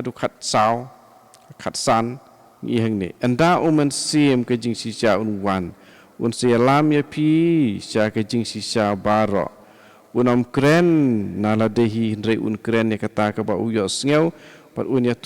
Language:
Khasi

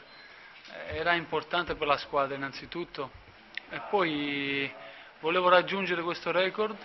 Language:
Italian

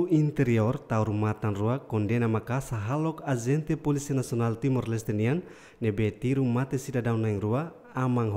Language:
Tetum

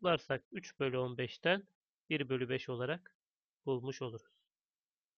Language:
Turkish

